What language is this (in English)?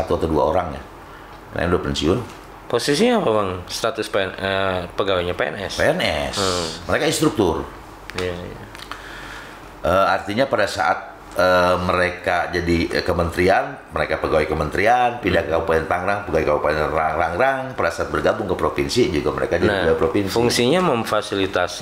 Indonesian